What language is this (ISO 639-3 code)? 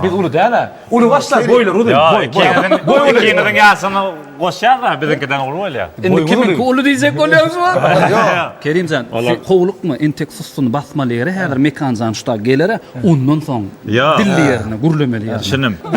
tuk